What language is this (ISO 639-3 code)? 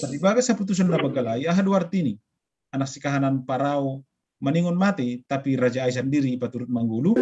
bts